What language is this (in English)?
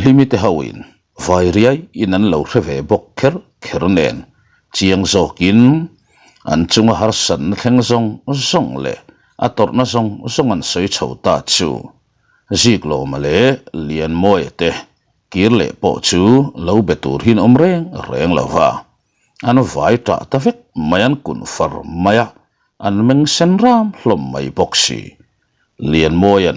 Mizo